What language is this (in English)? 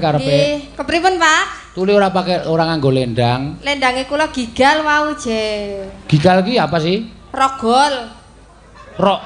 Javanese